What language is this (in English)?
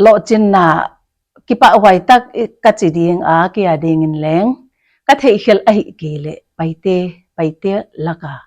Paite Chin